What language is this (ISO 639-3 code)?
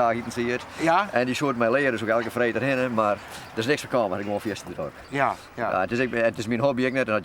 fry